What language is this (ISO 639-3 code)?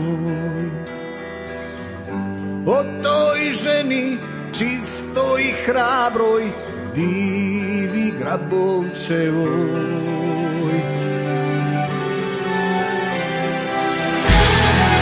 hrv